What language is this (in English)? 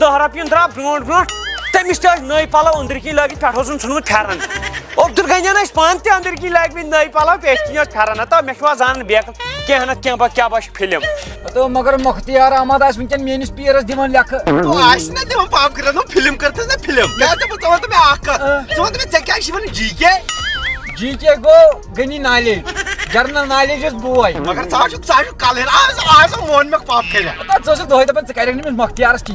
Kashmiri